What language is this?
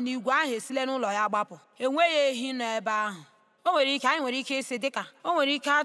Igbo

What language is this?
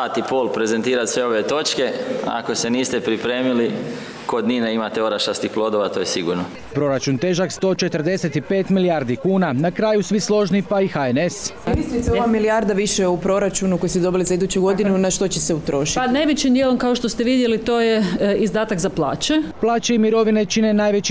Croatian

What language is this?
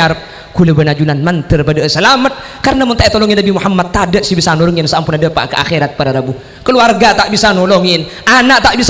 Madurese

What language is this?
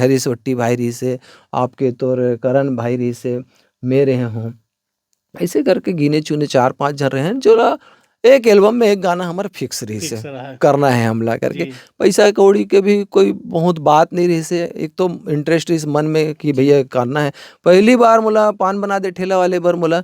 Chhattisgarhi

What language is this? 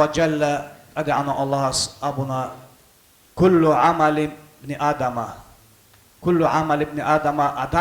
Avaric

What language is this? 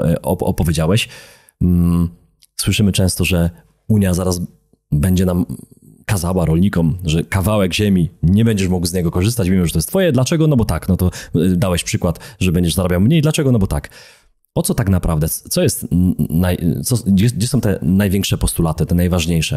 Polish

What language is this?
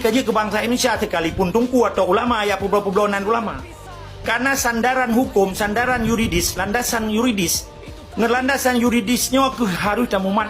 Achinese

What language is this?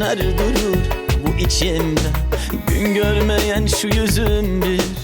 Turkish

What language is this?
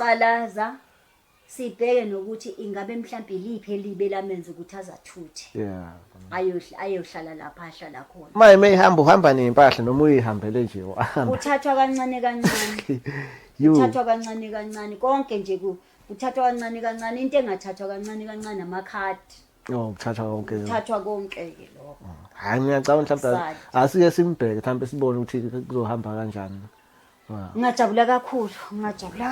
Zulu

